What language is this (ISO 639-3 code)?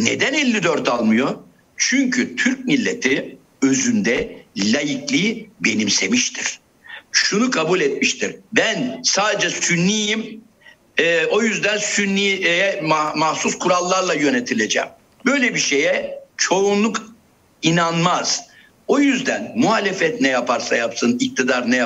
tur